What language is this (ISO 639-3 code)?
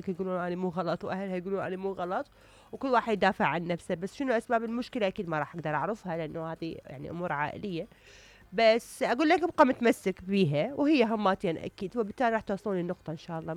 acm